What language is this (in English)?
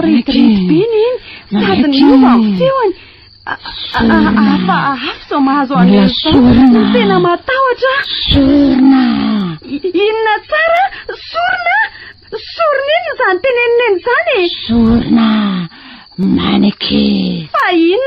Malagasy